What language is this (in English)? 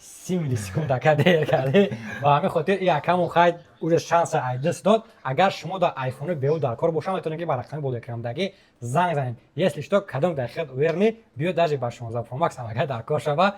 Tajik